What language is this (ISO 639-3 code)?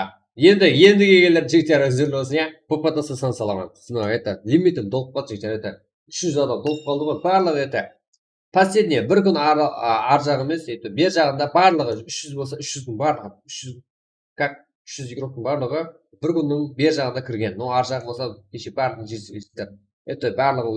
kaa